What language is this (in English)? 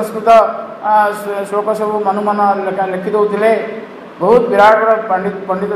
Odia